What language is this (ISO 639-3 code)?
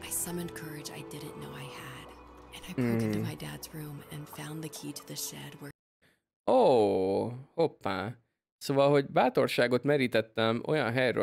hun